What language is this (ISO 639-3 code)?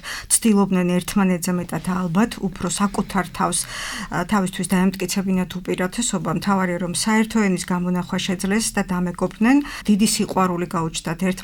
kat